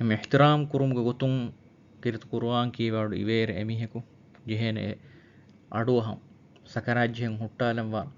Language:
Divehi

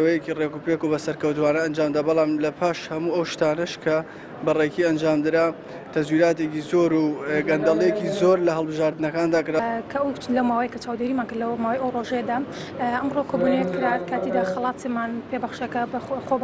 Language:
Central Kurdish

